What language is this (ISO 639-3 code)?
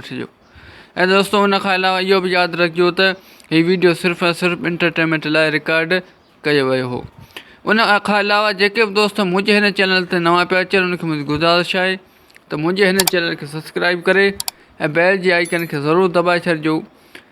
snd